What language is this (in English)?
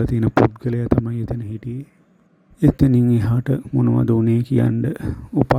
Sinhala